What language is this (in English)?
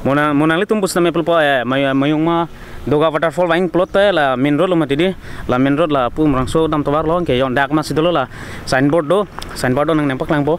Karbi